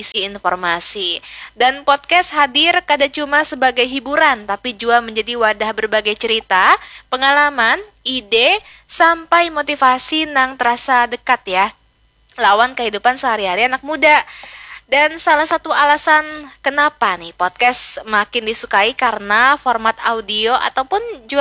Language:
Banjar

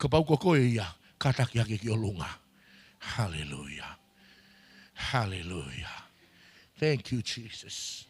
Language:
Tongan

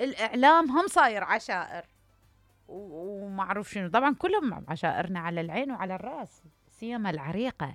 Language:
Mesopotamian Arabic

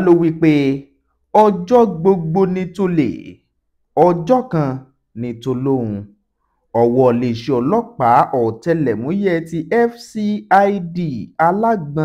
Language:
Yoruba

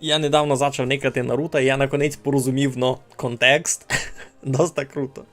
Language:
Rusyn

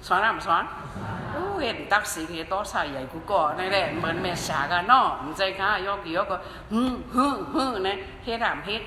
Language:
Shan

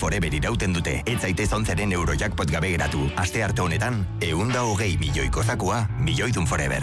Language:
Basque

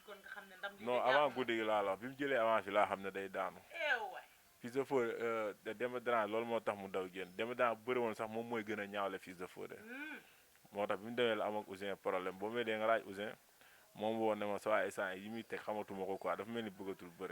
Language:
Wolof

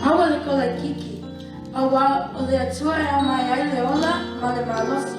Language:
Samoan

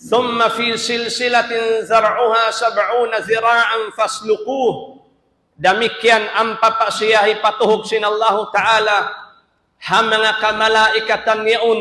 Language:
Tausug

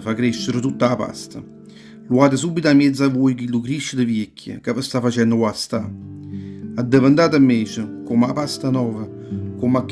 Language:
Neapolitan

